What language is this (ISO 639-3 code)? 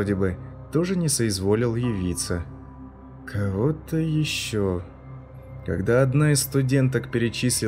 rus